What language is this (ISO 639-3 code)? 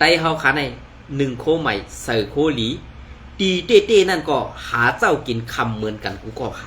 shn